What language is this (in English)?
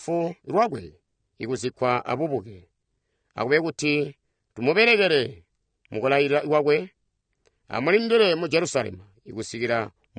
Tonga (Zambia)